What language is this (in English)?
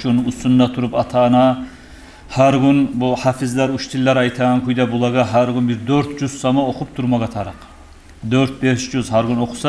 Kumyk